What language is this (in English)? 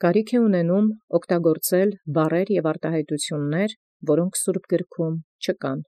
Armenian